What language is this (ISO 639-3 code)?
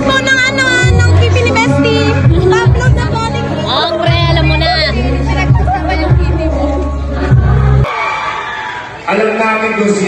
fil